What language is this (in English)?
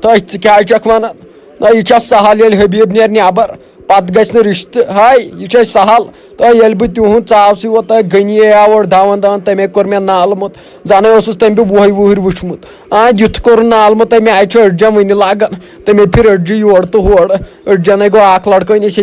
Kashmiri